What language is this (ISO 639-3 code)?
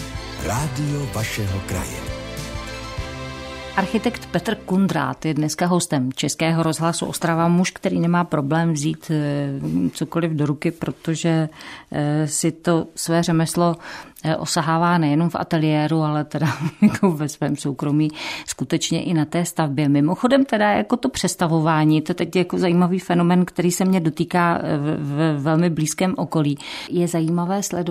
ces